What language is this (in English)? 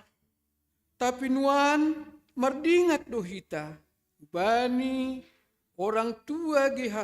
Batak Simalungun